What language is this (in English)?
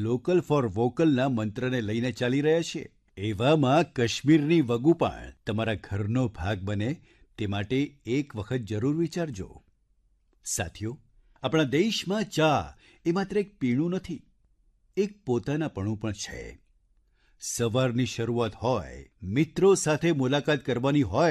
Gujarati